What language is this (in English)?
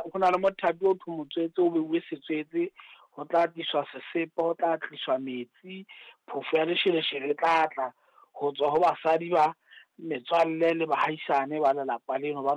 Southern Sotho